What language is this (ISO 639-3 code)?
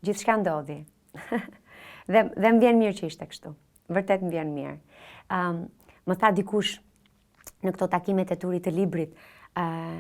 sqi